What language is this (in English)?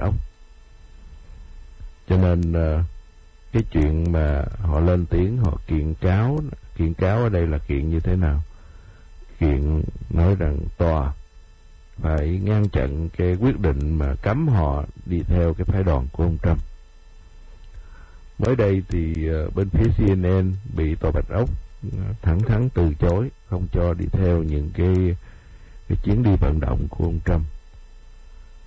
Vietnamese